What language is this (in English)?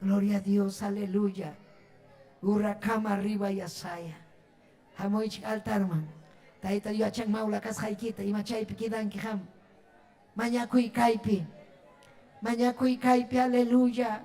Ayacucho Quechua